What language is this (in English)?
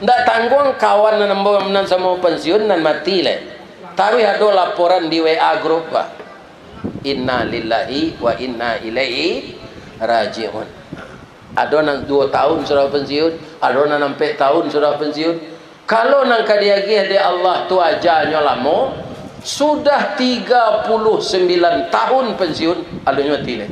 Minangkabau